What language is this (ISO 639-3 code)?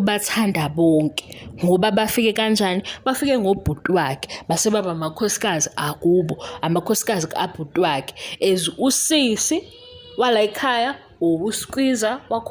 zul